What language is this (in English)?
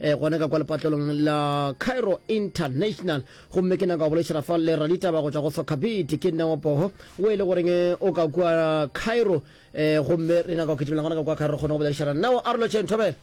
Northern Sotho